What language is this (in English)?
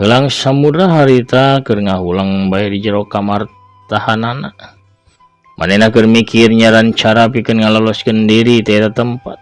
Sundanese